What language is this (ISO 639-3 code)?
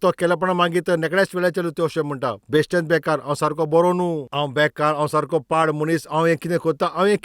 kok